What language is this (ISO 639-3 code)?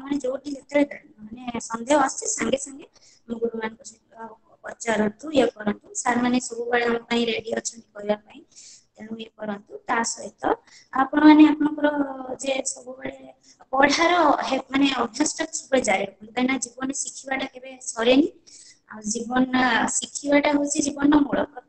ori